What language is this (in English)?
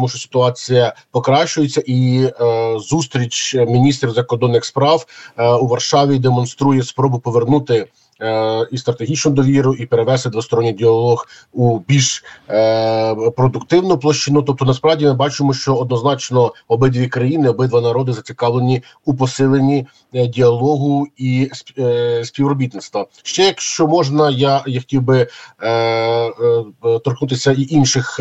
Ukrainian